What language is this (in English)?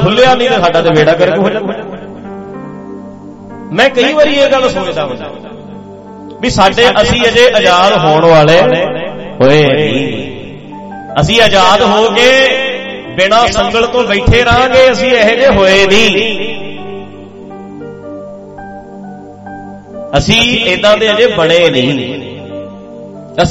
Punjabi